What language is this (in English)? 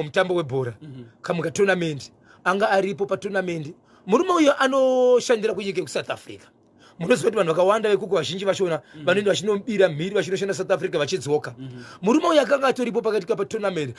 Shona